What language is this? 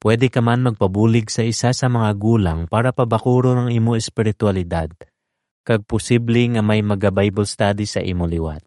Hiligaynon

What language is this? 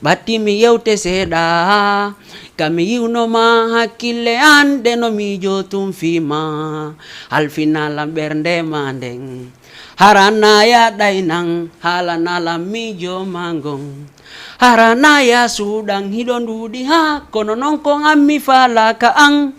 Fula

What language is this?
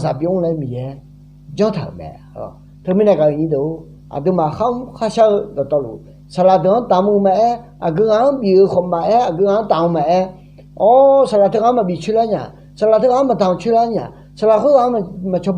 Akha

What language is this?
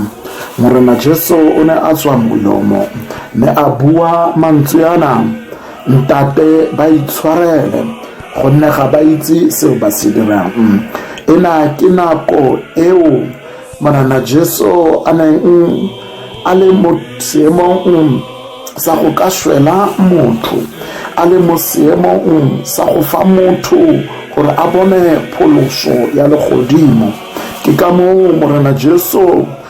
Tswana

